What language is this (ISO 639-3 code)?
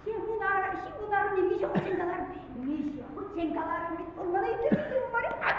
chv